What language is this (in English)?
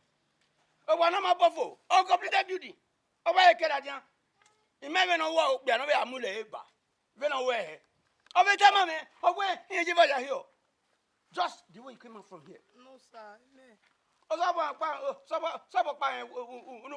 Bini